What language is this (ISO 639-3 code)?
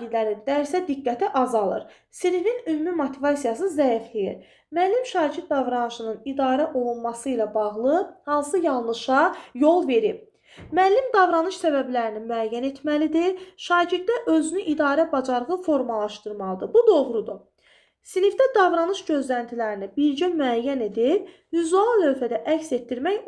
aze